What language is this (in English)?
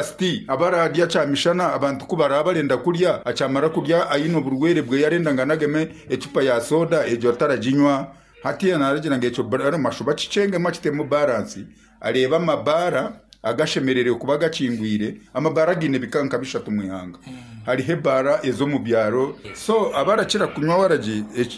Nyankole